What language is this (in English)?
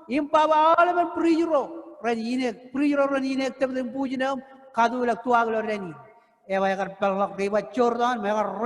Marshallese